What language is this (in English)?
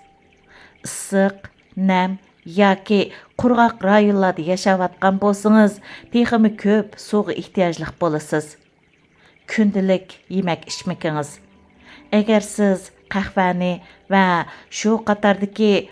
Uyghur